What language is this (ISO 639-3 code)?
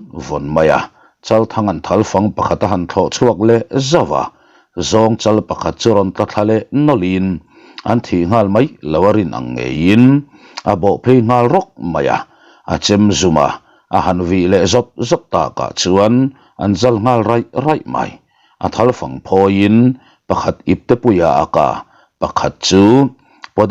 lus